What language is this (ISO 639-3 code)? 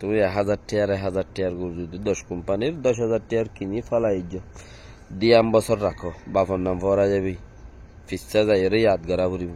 rhg